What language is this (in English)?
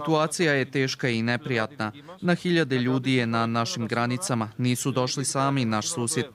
Croatian